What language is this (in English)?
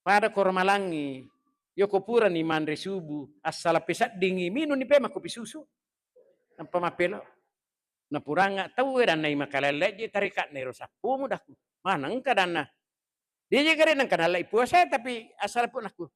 Buginese